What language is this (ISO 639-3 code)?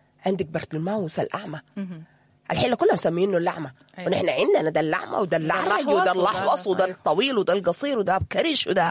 apd